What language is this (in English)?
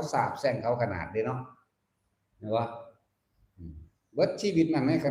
Northeastern Thai